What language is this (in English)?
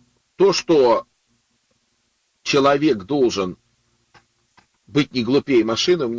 Russian